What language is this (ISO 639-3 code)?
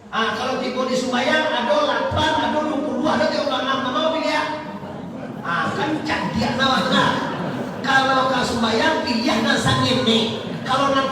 min